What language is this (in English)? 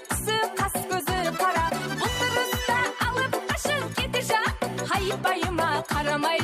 Kara-Kalpak